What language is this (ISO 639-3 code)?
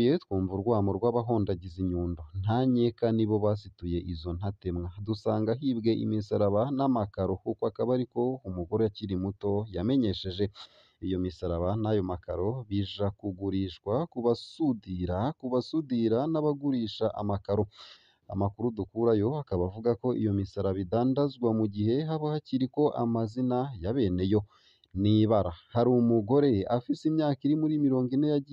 run